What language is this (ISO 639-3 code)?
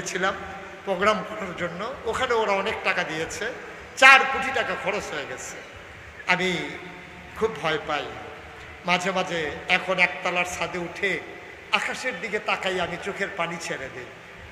ben